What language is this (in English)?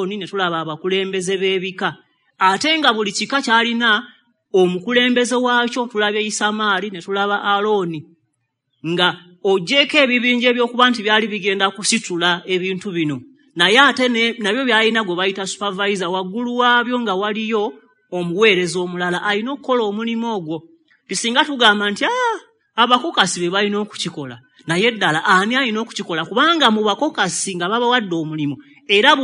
Ganda